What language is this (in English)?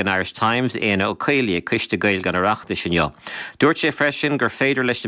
Irish